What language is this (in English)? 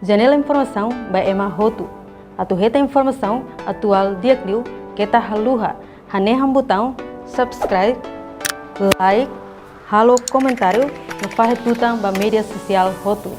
Tetum